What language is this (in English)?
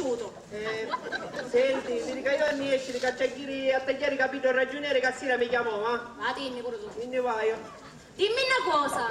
Sicilian